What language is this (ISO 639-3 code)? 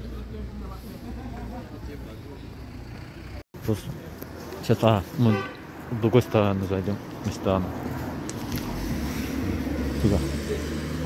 rus